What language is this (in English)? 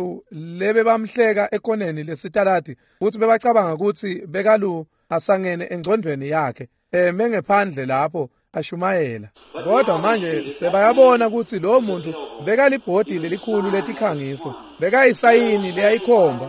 Swati